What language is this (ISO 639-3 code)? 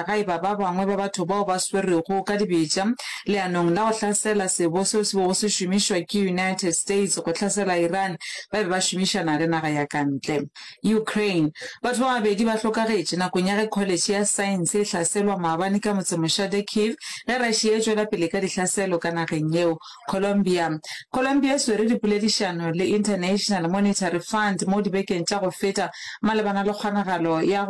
nso